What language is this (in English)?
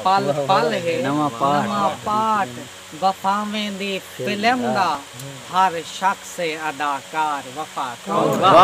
Saraiki